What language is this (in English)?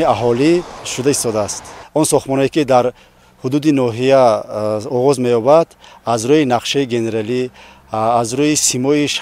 Tajik